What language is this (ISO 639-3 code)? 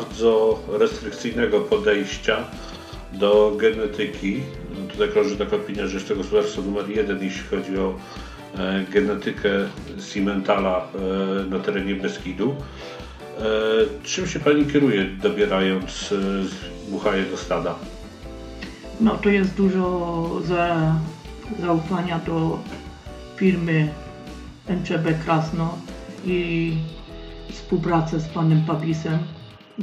pol